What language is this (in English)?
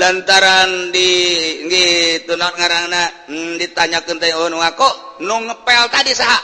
Sundanese